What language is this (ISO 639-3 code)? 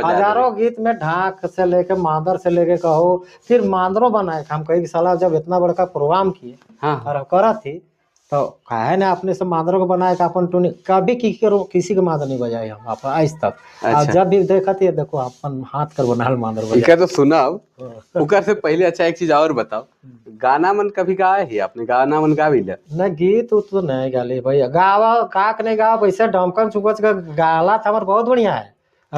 sck